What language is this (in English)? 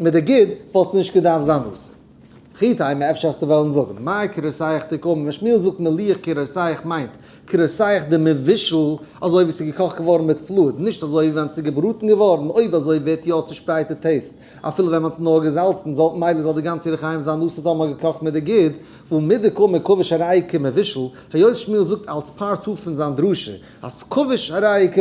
Yiddish